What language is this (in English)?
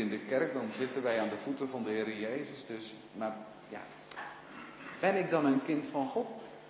Dutch